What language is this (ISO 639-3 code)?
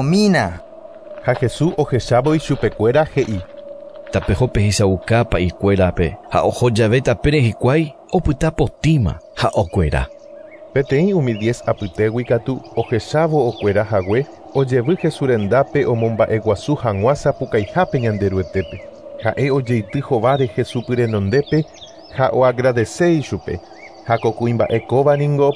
grn